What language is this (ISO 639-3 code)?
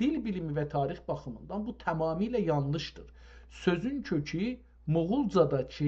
azb